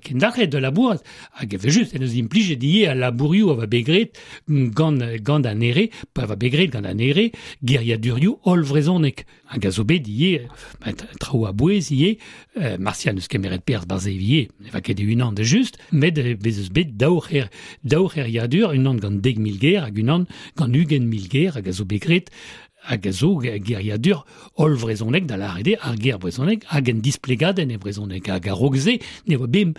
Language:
Breton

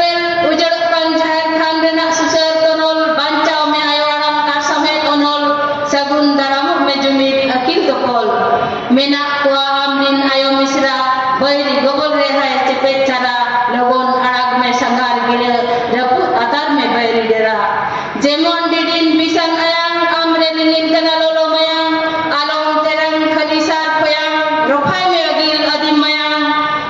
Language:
Santali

